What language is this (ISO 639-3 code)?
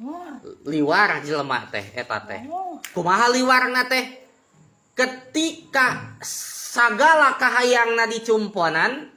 sun